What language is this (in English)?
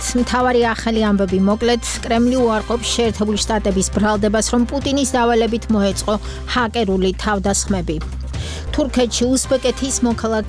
Georgian